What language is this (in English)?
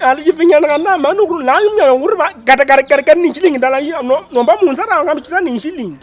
Luyia